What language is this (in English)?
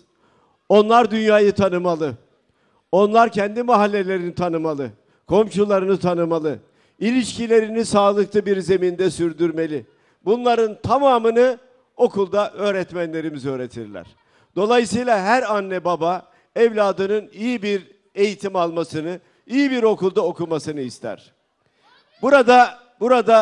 Turkish